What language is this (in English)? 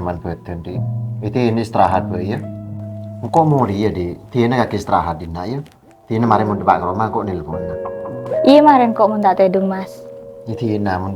Madurese